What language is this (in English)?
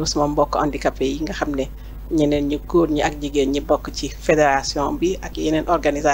Wolof